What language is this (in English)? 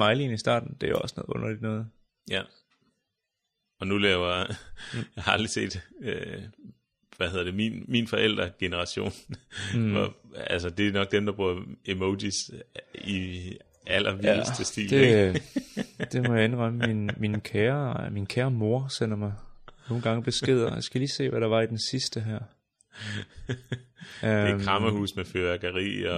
Danish